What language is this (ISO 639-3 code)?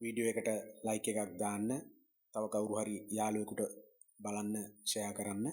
sin